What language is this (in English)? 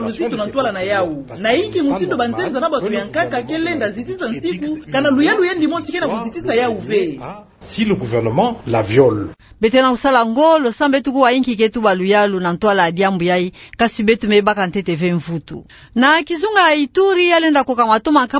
Kituba (Democratic Republic of Congo)